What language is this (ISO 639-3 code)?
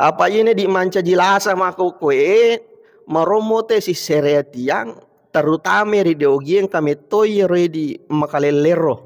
bug